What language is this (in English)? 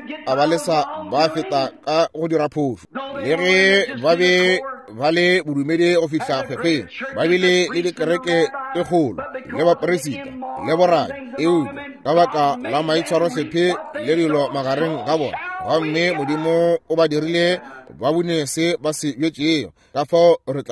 Northern Sotho